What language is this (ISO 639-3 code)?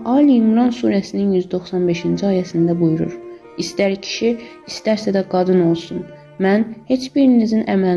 aze